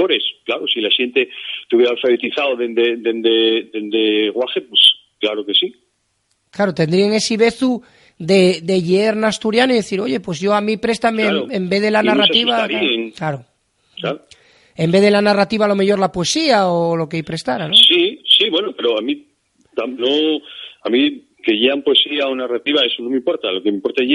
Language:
Asturian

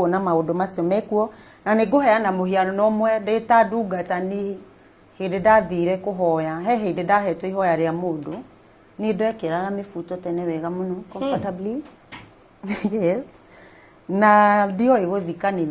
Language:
Kikuyu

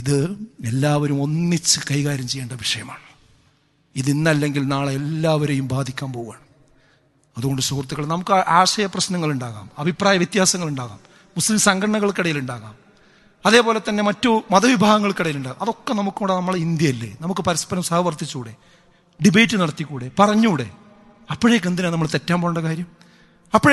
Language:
Malayalam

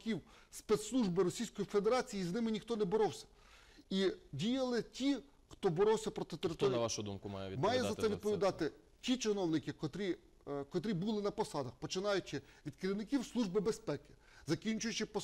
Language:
Ukrainian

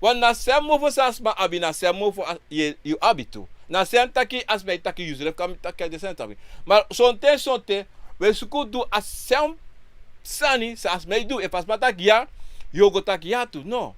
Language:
Sranan Tongo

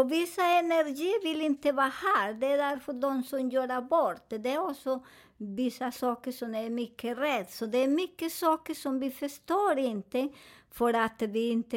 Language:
Swedish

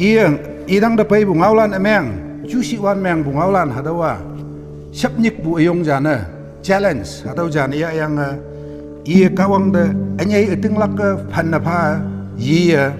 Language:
Konyak Naga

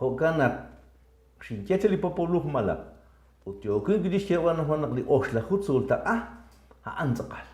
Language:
Kekchí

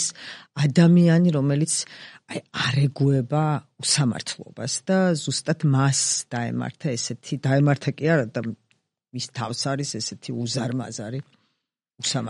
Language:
Georgian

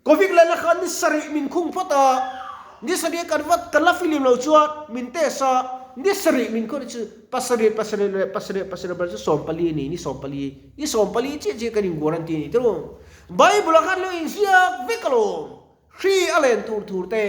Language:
Mizo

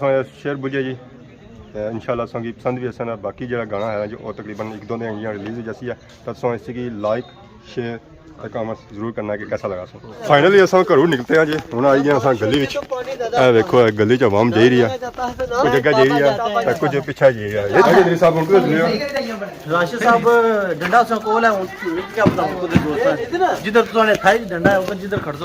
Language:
Pahari-Potwari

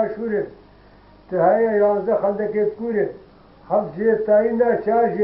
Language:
Kurdish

